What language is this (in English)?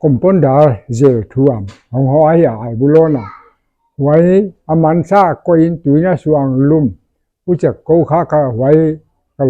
Paite Chin